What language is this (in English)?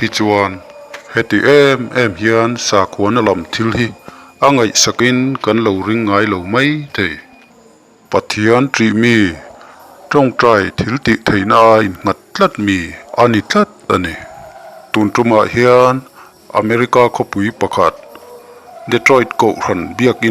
Mizo